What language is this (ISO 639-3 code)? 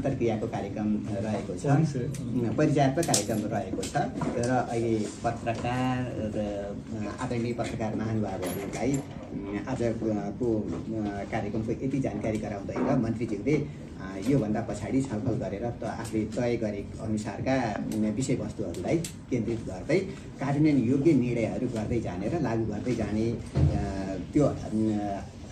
nep